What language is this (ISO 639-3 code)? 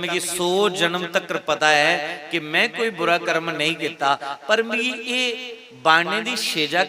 doi